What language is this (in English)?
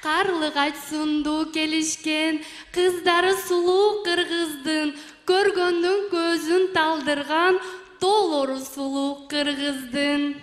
Kyrgyz